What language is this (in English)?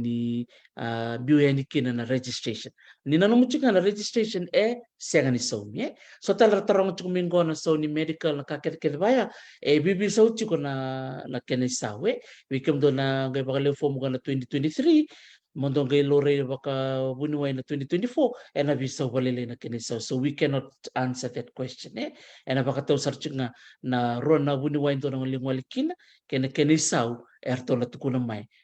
Fijian